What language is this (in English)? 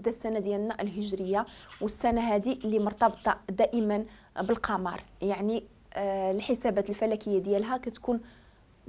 Moroccan Arabic